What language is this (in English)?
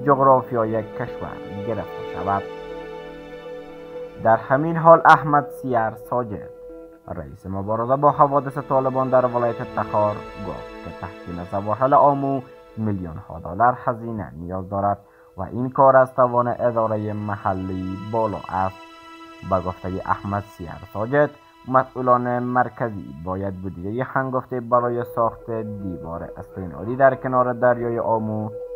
Persian